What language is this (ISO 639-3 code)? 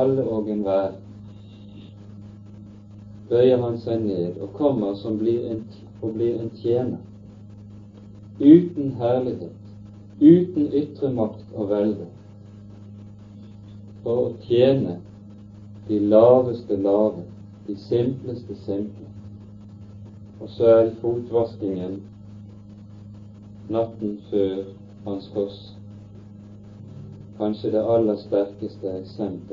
nor